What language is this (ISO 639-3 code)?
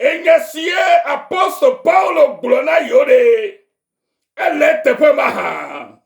ewe